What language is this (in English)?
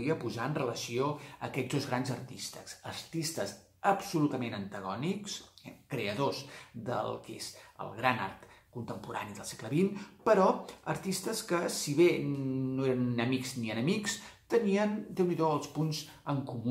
Catalan